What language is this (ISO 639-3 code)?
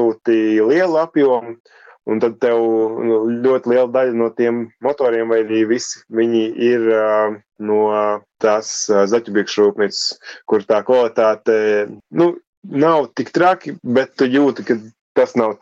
lav